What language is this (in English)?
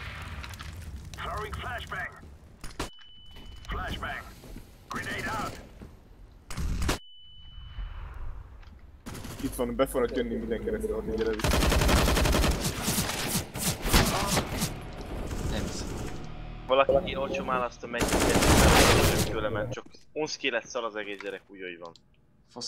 Hungarian